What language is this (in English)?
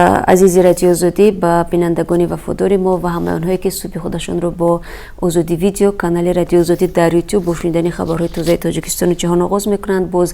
Tajik